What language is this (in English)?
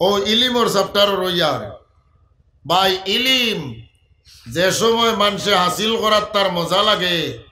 Sylheti